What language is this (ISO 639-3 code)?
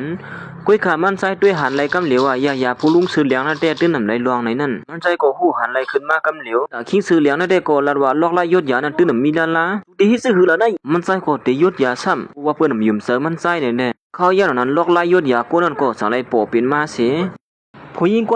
shn